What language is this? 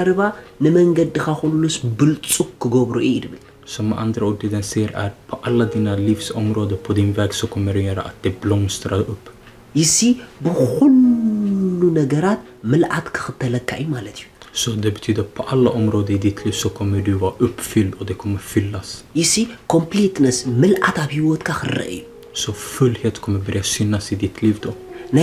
Tigrinya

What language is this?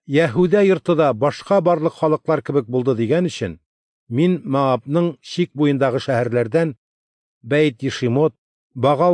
Tatar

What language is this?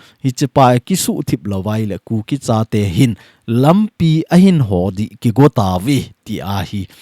Thado Chin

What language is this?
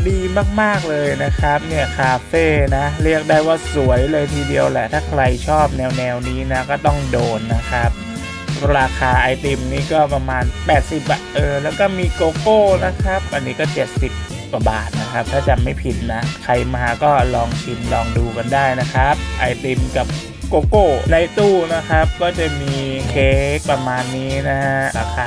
Thai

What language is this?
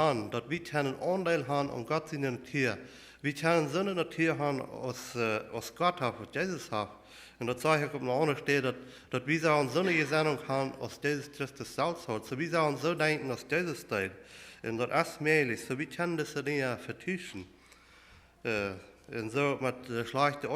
Plautdietsch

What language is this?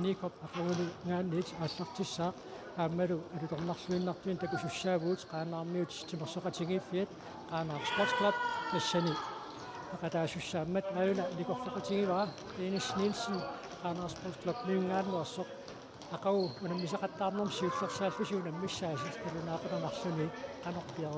Kalaallisut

